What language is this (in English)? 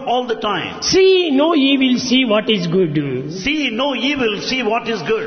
Telugu